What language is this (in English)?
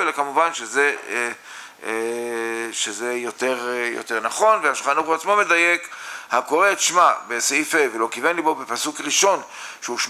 Hebrew